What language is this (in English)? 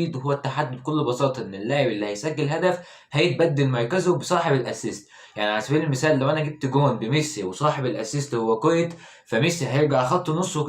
Egyptian Arabic